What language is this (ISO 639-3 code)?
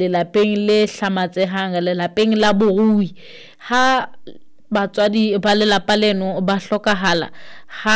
sot